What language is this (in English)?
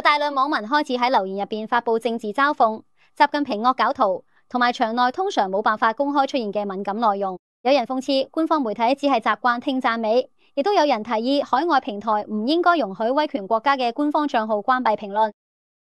Cantonese